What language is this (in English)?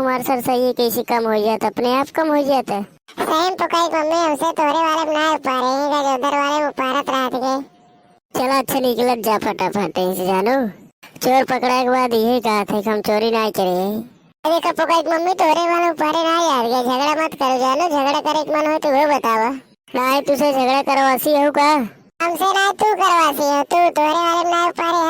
Awadhi